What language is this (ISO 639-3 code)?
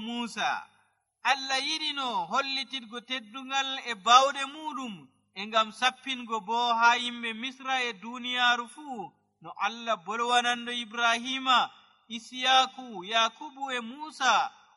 fuv